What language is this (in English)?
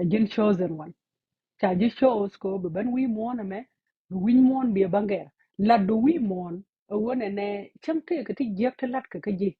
Nuer